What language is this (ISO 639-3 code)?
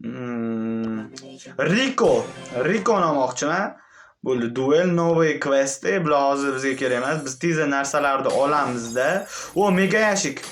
uzb